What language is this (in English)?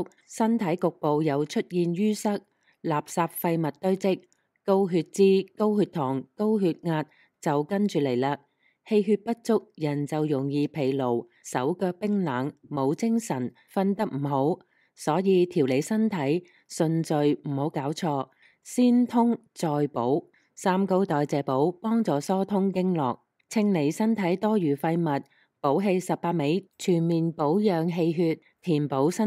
Cantonese